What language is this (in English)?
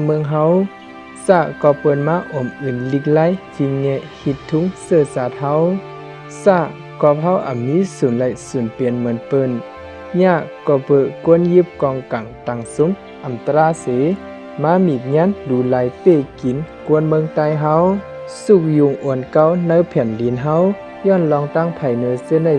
Shan